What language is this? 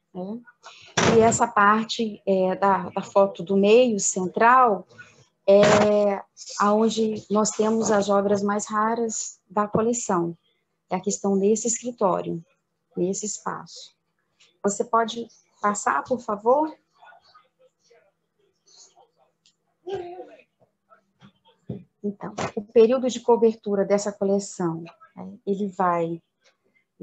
Portuguese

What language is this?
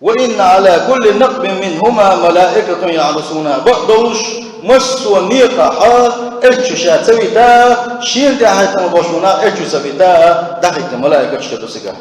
Chechen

